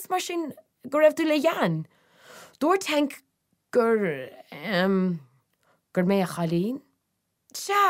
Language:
Irish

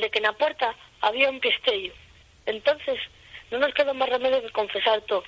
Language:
Asturian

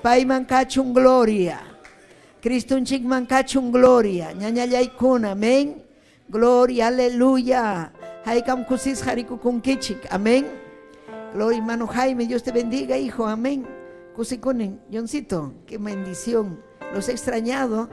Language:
Ayacucho Quechua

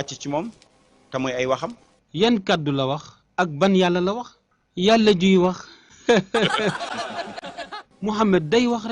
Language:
Wolof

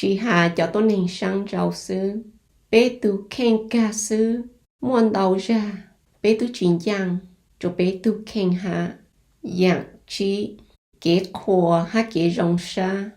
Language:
Hmong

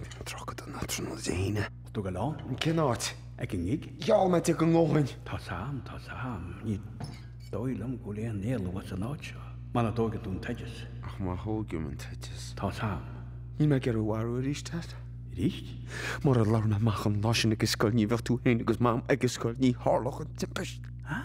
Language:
Irish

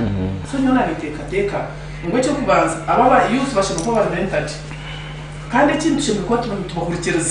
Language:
Nyankole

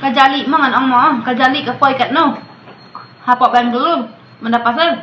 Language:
Khasi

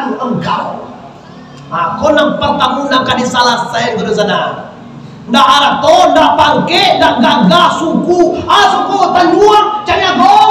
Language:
Minangkabau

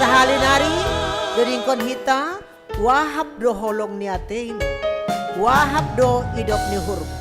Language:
Batak Simalungun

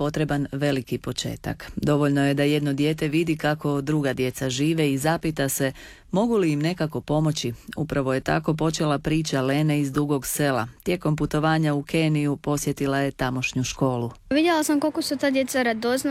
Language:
Croatian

